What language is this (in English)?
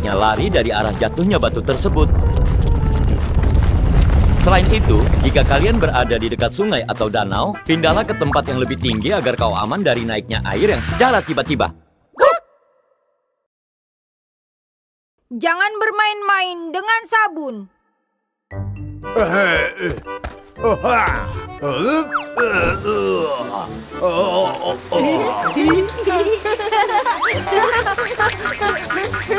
Indonesian